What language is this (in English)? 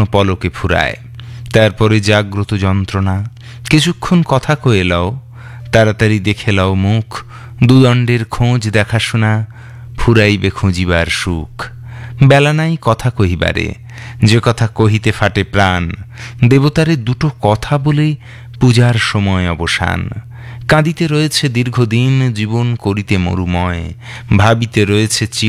Bangla